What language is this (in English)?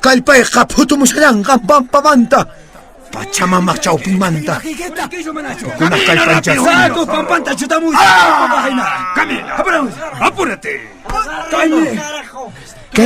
Quechua